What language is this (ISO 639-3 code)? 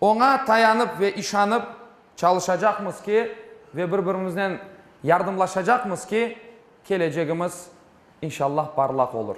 crh